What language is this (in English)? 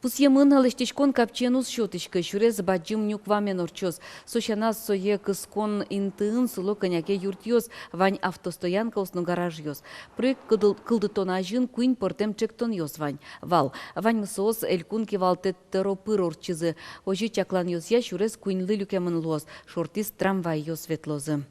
Udmurt